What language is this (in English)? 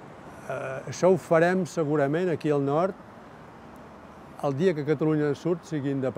Catalan